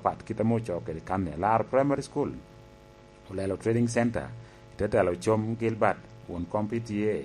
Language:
Lango (Uganda)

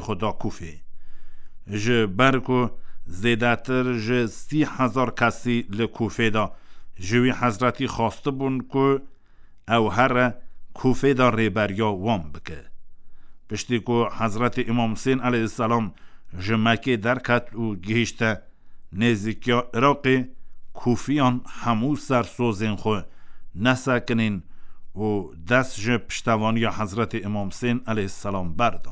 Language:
Kurdish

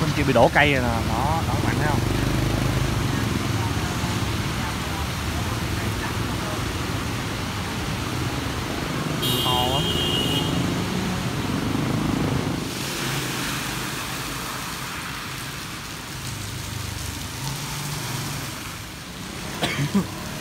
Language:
Vietnamese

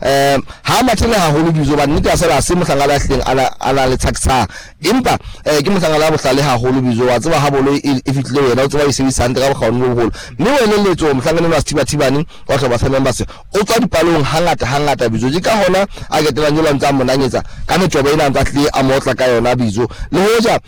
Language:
Southern Sotho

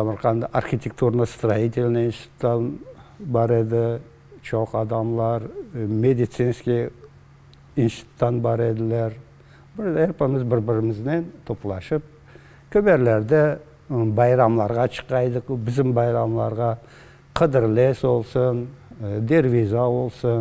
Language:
Crimean Tatar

